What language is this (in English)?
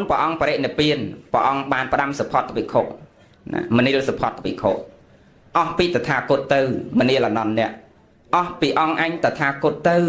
Khmer